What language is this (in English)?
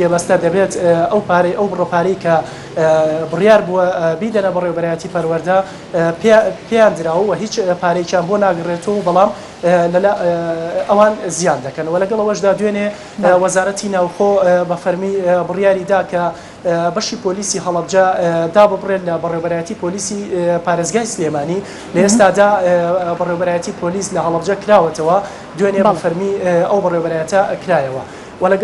Central Kurdish